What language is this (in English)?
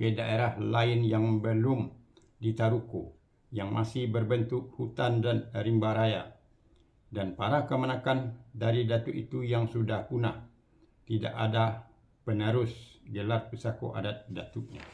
Minangkabau